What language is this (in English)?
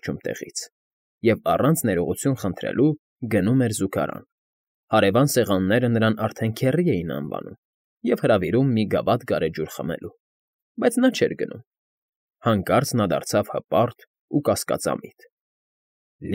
Armenian